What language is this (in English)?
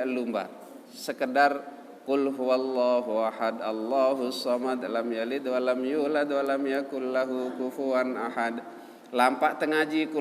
Sasak